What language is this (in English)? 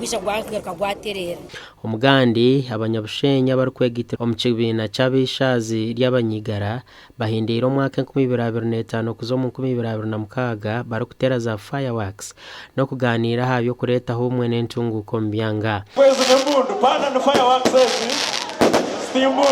Nyankole